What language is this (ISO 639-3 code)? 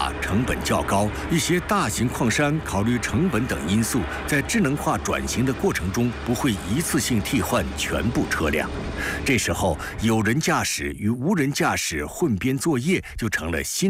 zho